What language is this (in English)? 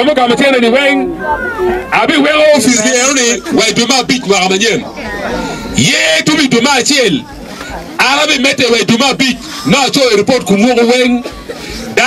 Acoli